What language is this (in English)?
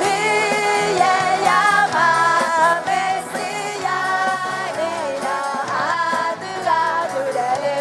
Akha